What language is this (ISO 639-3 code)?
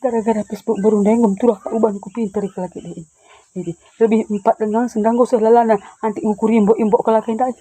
btx